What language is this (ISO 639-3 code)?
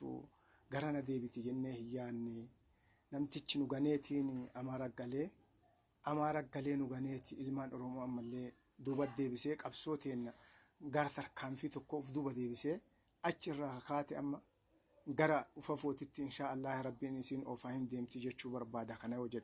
orm